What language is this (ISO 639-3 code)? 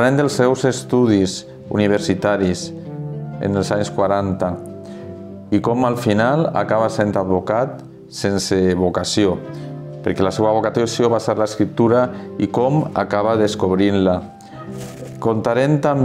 cat